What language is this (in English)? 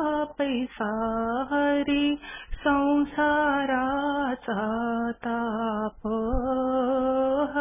Marathi